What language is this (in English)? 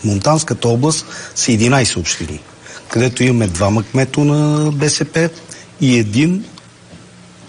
Bulgarian